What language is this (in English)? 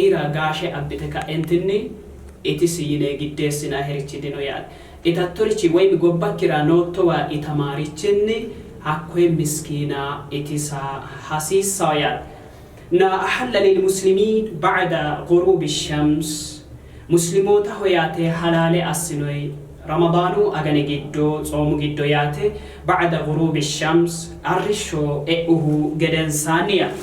Sidamo